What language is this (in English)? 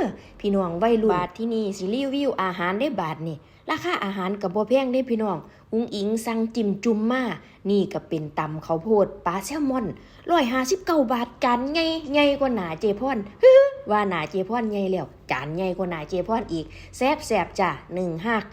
Northeastern Thai